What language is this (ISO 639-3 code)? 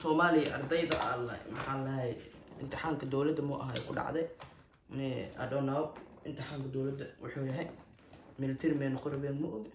som